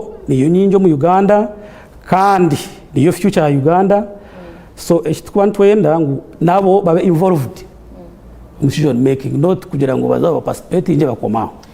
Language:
Nyankole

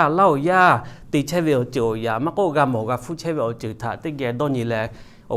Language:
Lahu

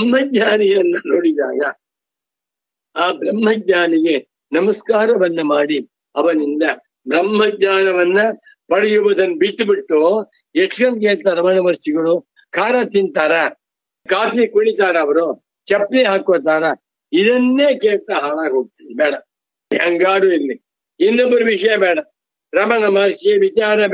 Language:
Kannada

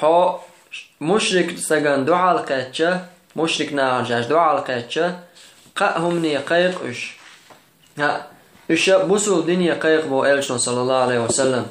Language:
Chechen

